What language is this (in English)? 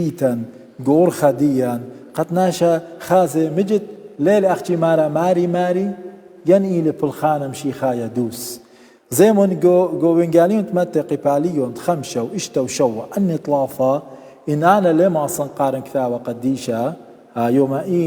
Assyrian Neo-Aramaic